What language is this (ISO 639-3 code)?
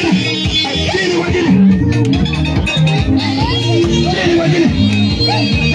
swa